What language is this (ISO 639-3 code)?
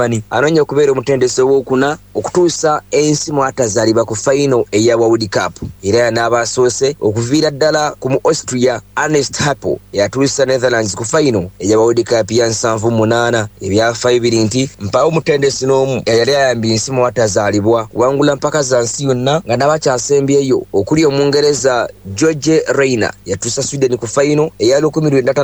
lug